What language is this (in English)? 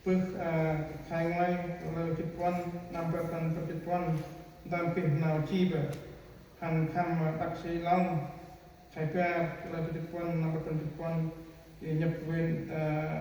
Central Mnong